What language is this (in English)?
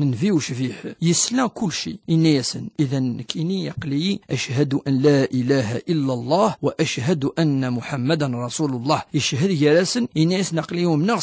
Kabyle